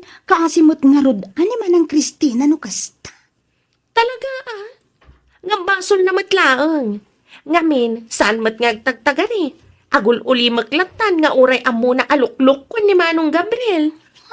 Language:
Iloko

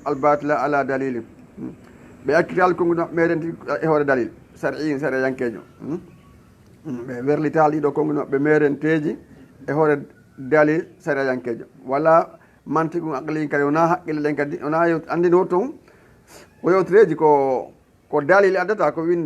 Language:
Fula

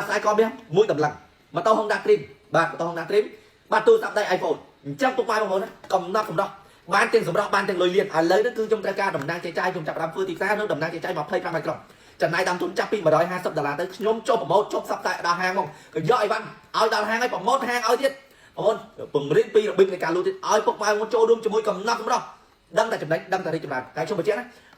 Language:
Khmer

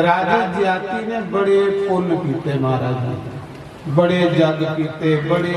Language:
Dogri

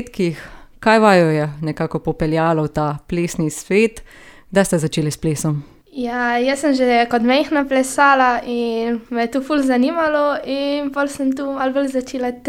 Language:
Slovenian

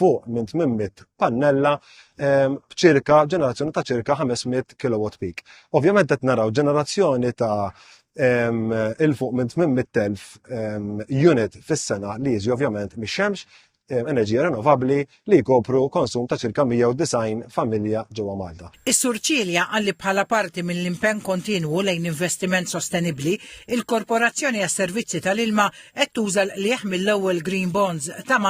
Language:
Maltese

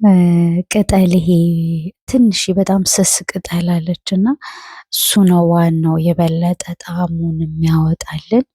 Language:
Amharic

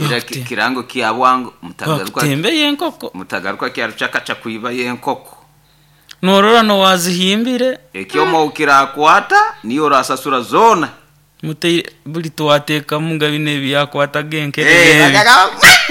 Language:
Nyoro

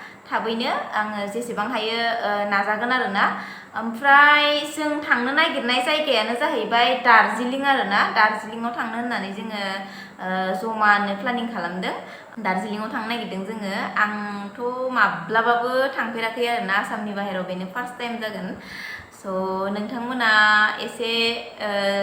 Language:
Bodo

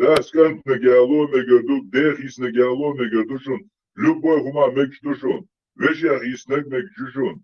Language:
Chechen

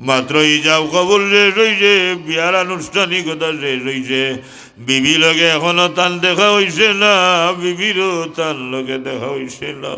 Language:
Sylheti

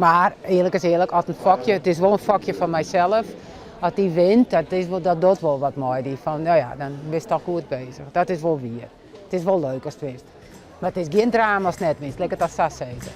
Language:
Western Frisian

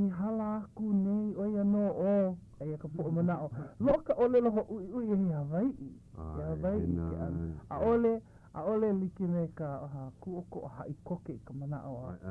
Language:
Hawaiian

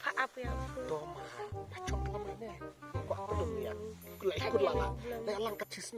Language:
Khasi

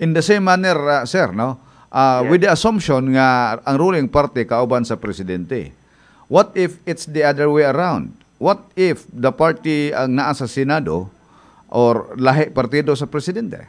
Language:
Cebuano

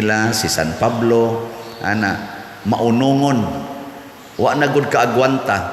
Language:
Cebuano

